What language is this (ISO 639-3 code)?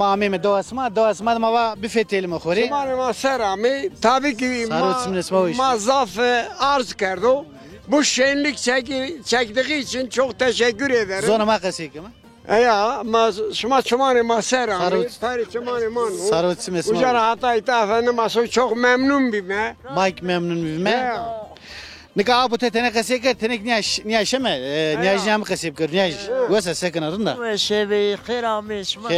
zza